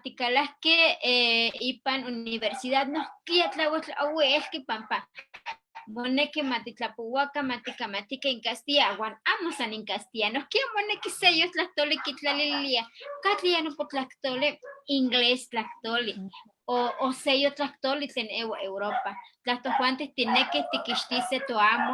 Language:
Eastern Huasteca Nahuatl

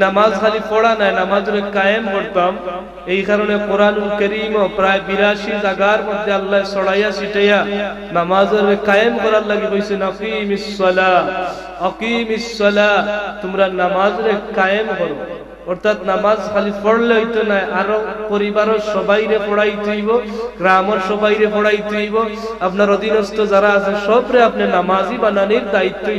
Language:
Sylheti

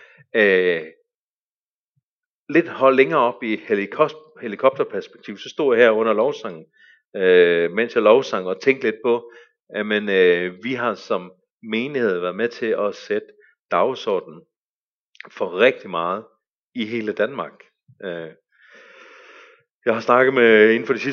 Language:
Danish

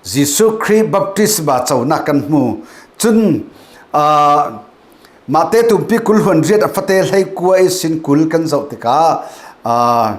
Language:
Falam Chin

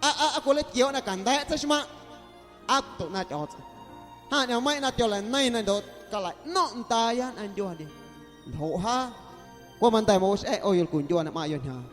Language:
Guerrero Amuzgo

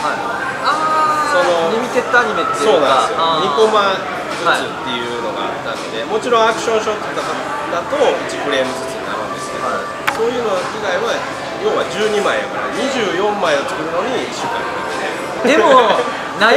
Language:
Japanese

